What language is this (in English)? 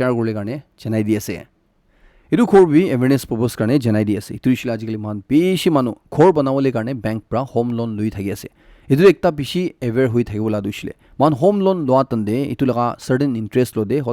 Naga Pidgin